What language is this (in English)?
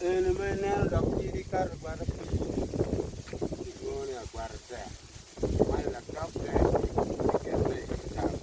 Acoli